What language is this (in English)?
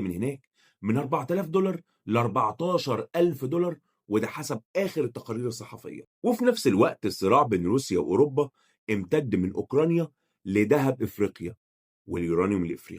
Egyptian Arabic